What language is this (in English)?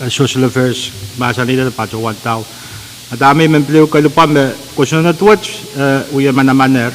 Pohnpeian